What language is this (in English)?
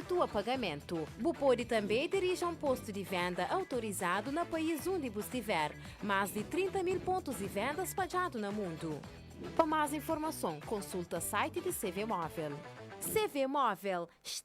Kabuverdianu